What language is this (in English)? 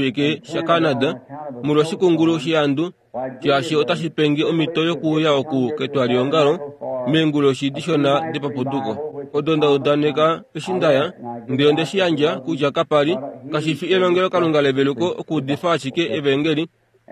Kuanyama